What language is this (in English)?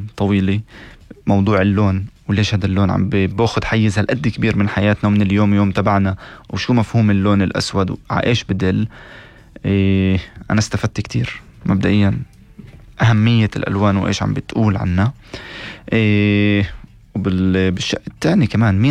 North Levantine Arabic